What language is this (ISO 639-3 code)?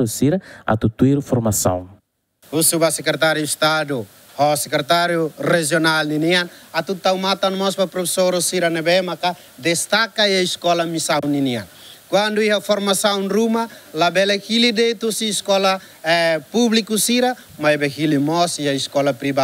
tet